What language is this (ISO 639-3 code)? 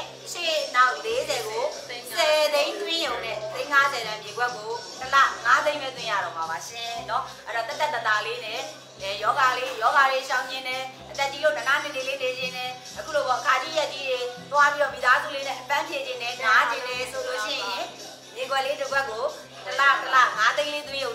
mya